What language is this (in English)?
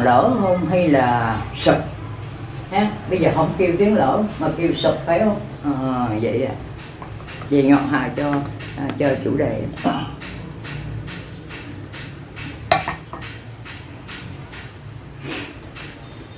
Vietnamese